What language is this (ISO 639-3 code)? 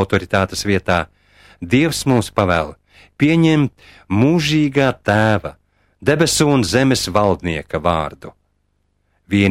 lav